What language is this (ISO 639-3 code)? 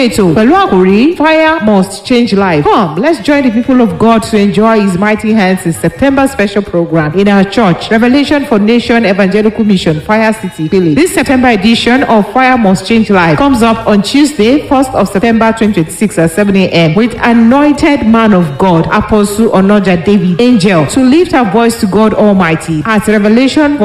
yor